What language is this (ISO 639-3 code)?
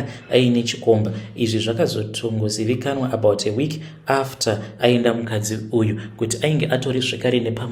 sna